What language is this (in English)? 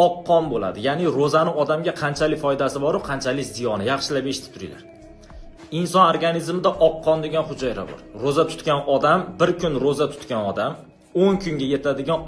Uzbek